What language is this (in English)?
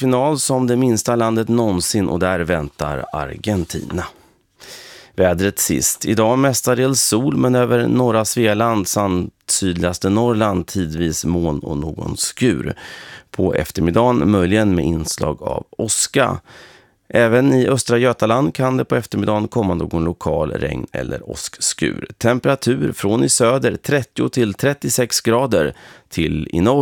Swedish